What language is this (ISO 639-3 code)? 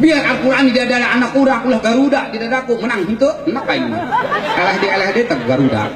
sun